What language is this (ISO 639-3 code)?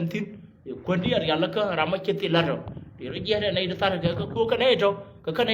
nus